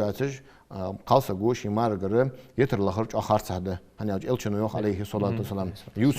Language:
Ingush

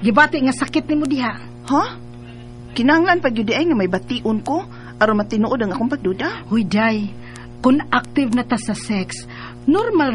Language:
Cebuano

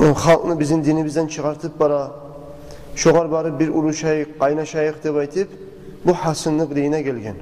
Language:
Kumyk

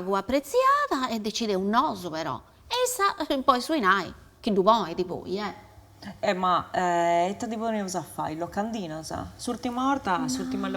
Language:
Sardinian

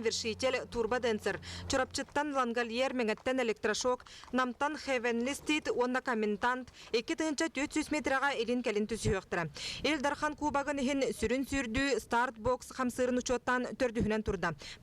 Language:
Yakut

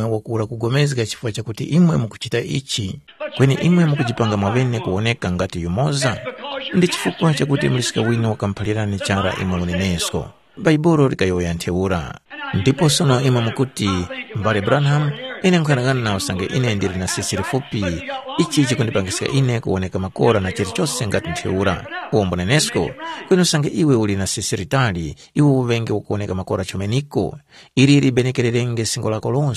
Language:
Tumbuka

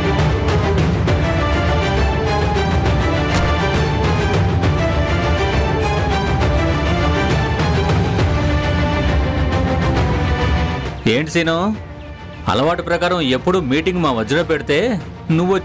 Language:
Telugu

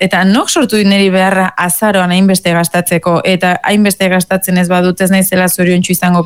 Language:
Basque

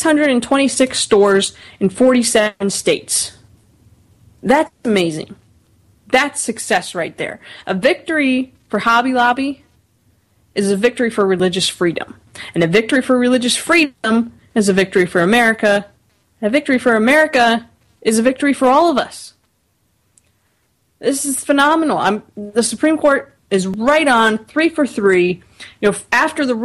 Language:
English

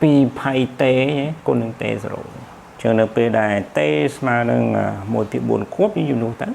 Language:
Khmer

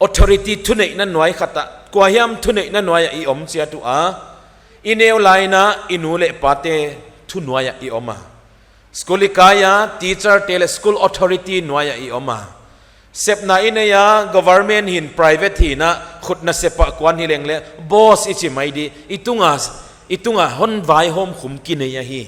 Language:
Paite Chin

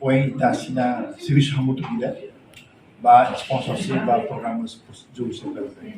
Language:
Tetum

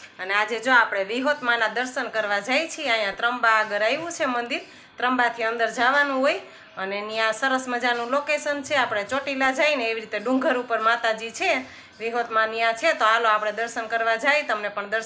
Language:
Gujarati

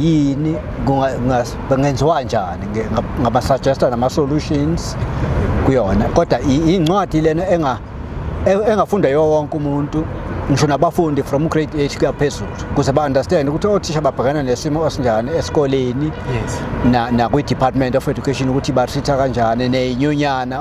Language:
Zulu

